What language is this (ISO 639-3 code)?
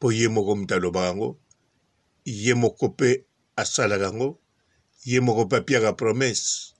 lin